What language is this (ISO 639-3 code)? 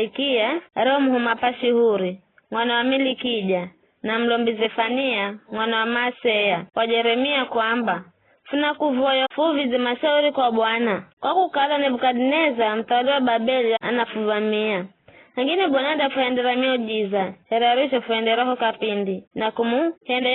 nyf